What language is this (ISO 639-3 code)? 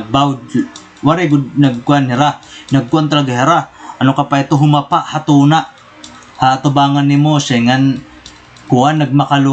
war